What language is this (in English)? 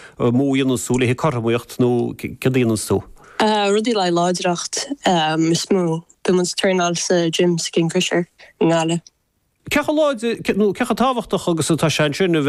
Irish